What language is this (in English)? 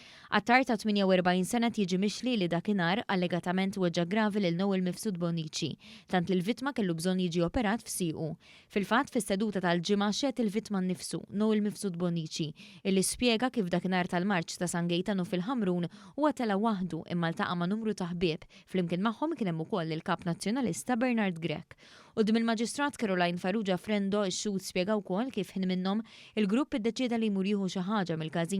Maltese